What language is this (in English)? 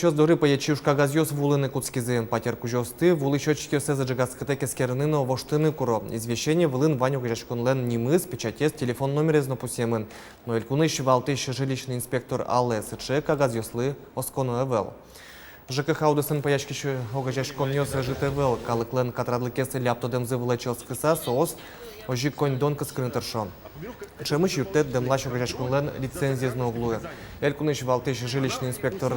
Udmurt